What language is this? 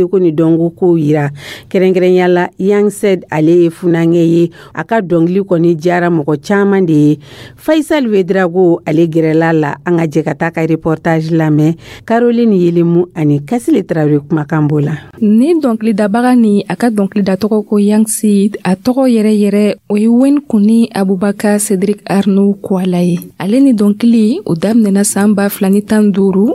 Dyula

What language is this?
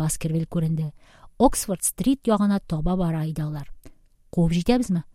Tatar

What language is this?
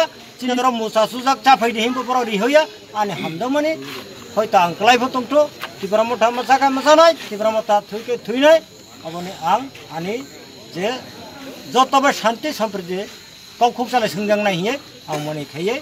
Kok Borok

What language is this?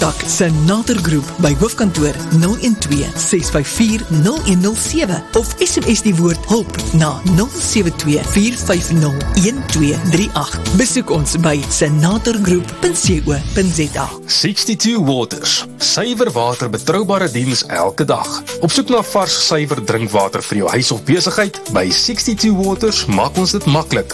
Afrikaans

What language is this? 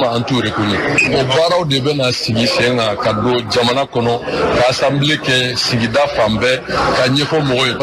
Bambara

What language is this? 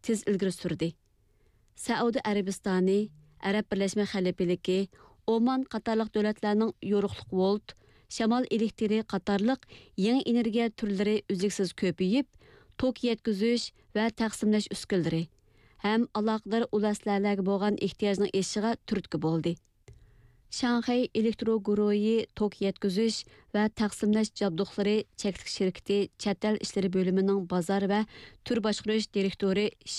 Uyghur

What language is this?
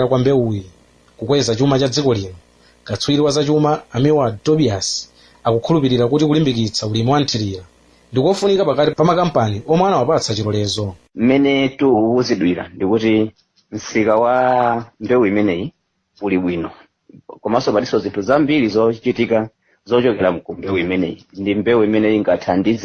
Nyanja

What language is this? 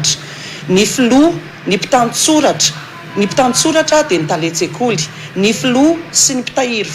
Malagasy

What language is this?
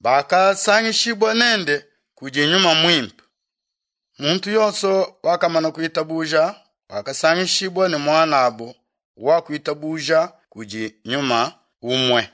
Luba-Lulua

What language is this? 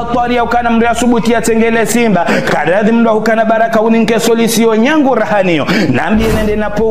Ngazidja Comorian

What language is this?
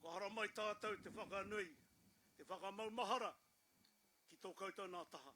Māori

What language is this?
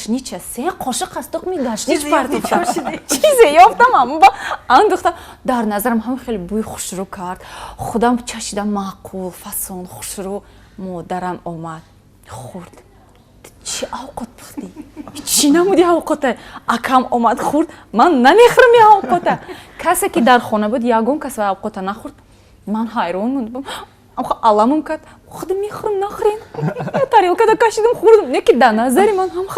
Tajik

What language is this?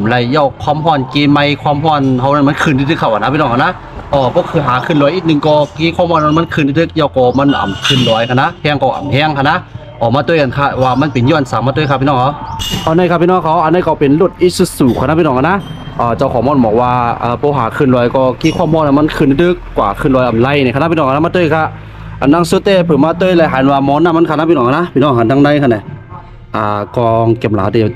Shan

